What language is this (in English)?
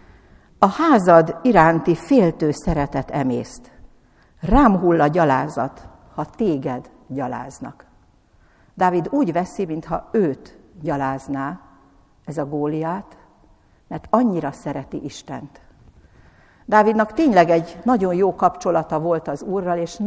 Hungarian